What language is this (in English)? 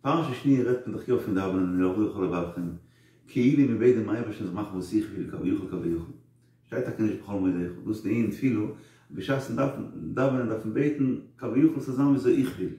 Yiddish